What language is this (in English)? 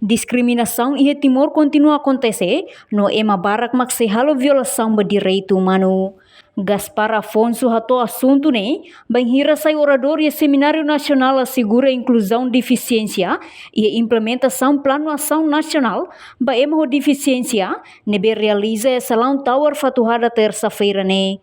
Tetum